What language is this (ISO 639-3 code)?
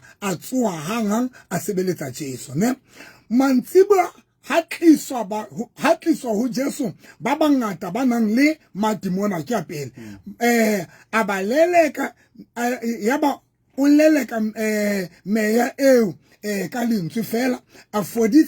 sot